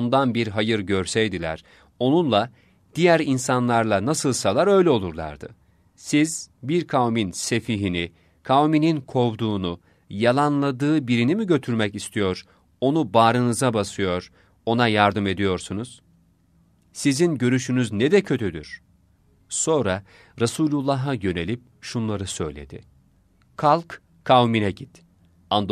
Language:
Turkish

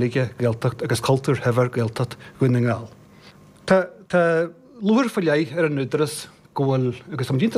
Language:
Irish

